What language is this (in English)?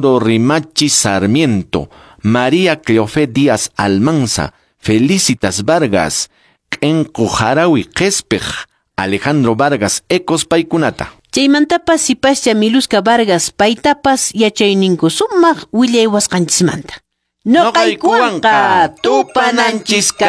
Quechua